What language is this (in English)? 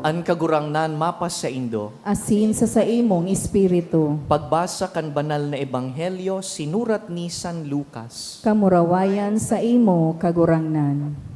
Bikol